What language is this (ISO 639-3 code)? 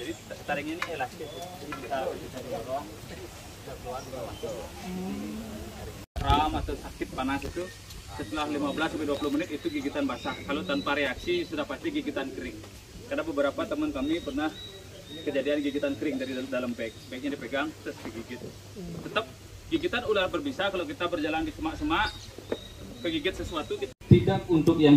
ind